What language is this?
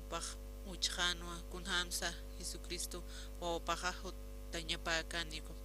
Aymara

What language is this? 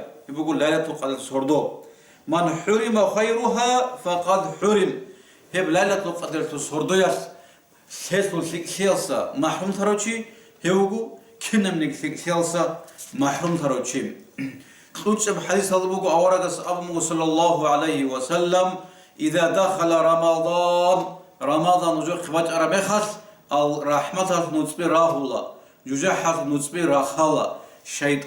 Avaric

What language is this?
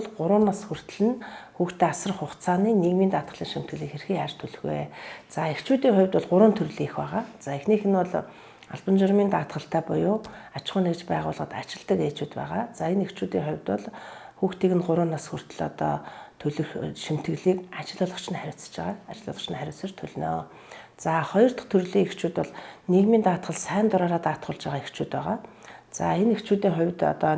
Mongolian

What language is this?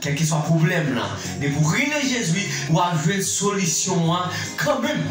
Haitian Creole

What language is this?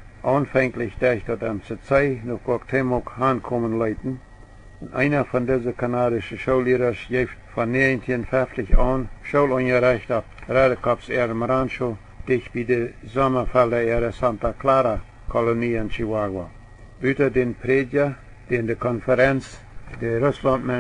Plautdietsch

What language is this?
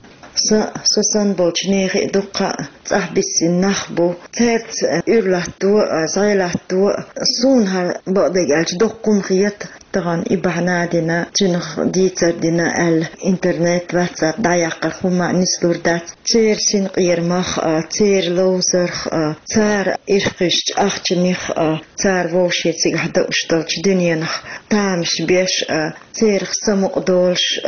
Chechen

